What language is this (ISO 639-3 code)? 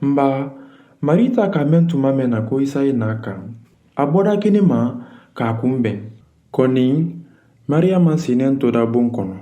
man